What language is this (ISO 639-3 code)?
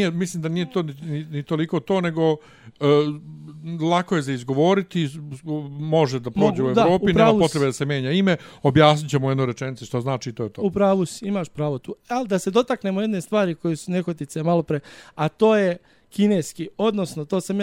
srp